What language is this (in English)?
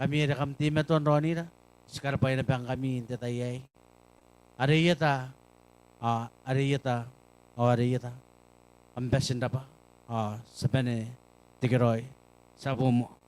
Gilbertese